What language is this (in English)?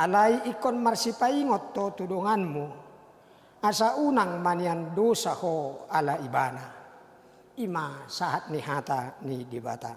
Batak Toba